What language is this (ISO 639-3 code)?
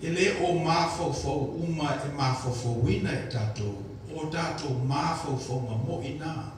smo